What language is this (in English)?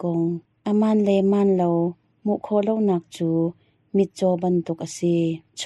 Hakha Chin